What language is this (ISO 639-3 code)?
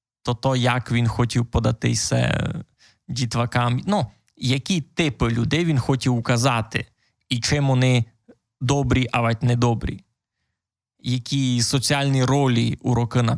rue